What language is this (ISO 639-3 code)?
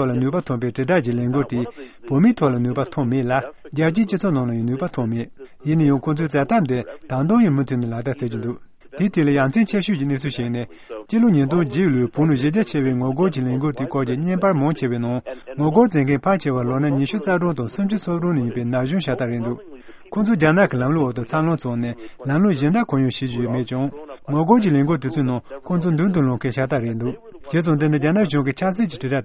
bod